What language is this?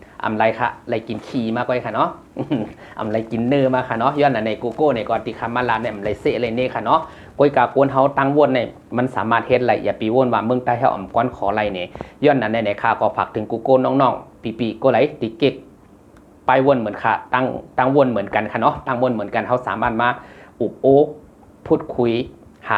Shan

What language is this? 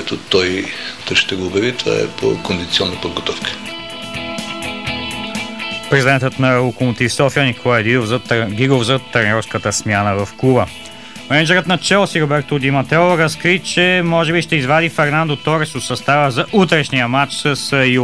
Bulgarian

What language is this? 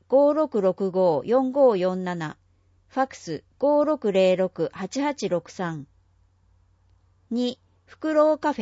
Japanese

